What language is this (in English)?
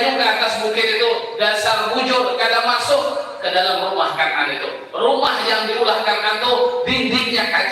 Banjar